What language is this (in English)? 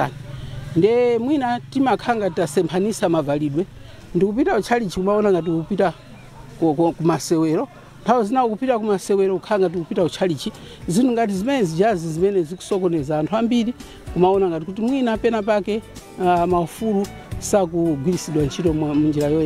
Nyanja